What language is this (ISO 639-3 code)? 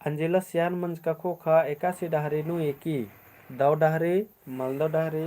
kru